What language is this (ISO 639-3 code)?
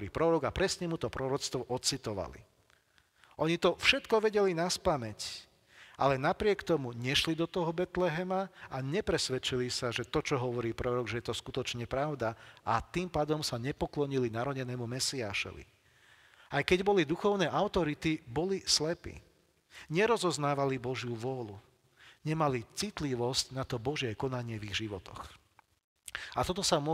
slk